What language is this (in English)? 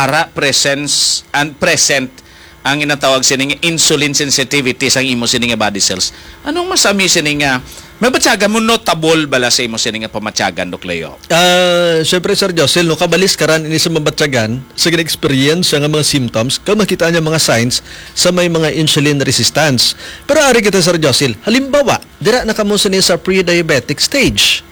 Hiligaynon